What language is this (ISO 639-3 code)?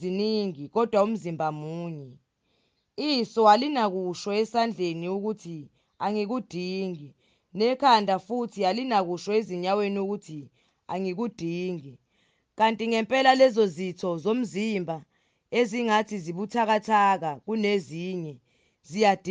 zul